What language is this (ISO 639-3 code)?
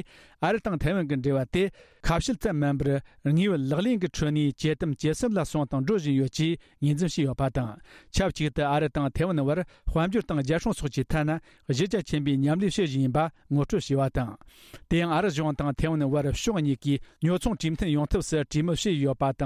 bod